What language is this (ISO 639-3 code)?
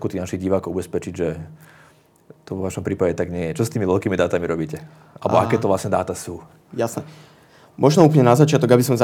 slk